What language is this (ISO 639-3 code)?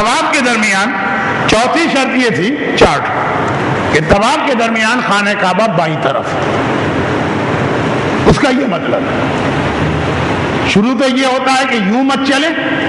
urd